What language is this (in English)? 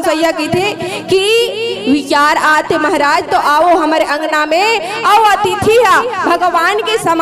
Chhattisgarhi